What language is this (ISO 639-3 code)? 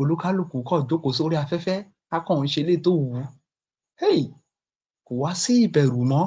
yor